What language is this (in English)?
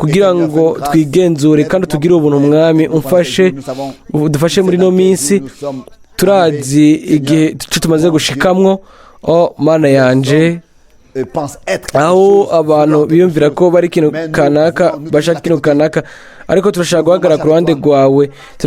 Rundi